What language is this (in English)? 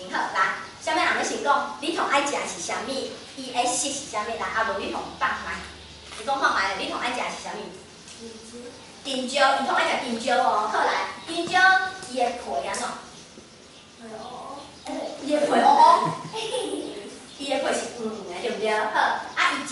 Min Nan Chinese